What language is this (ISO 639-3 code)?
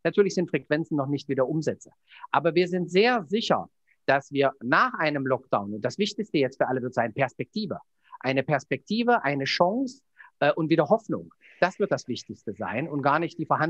deu